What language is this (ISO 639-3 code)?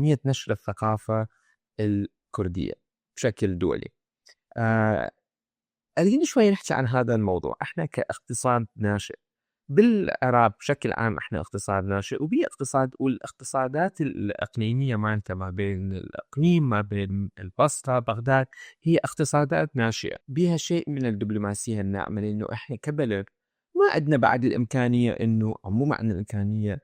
acm